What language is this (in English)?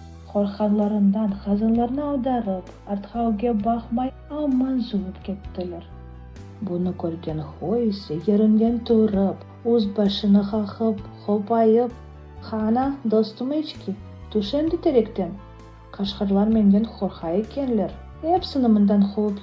Crimean Tatar